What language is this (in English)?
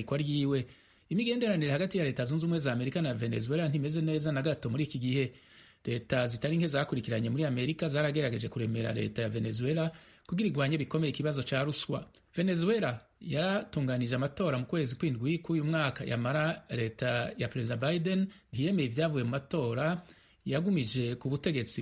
Rundi